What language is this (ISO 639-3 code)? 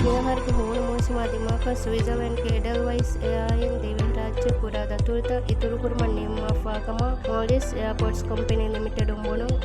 div